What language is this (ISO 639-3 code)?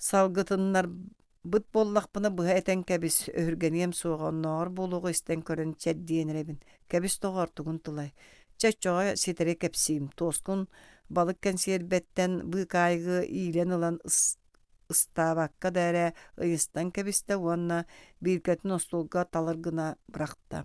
sah